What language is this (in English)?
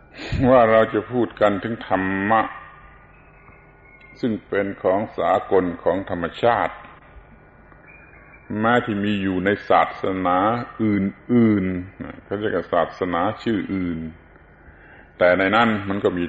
Thai